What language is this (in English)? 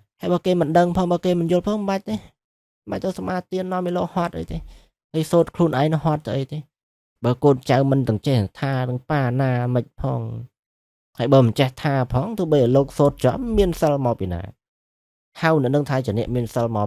Khmer